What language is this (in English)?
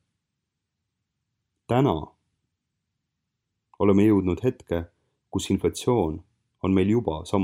Estonian